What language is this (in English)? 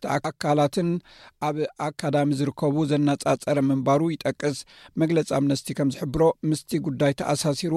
Tigrinya